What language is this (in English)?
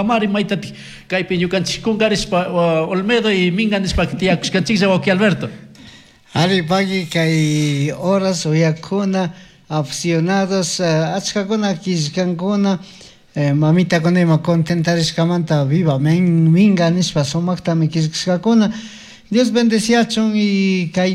Chimborazo Highland Quichua